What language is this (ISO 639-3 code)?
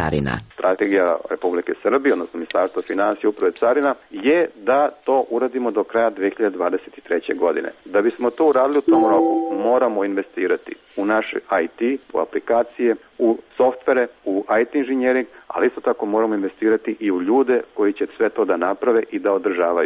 srp